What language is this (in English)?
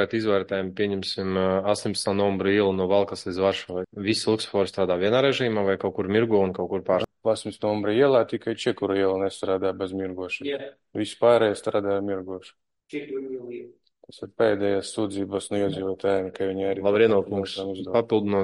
Latvian